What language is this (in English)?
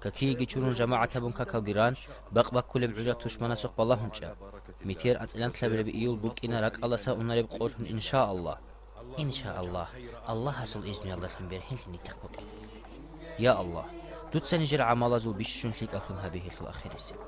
Avaric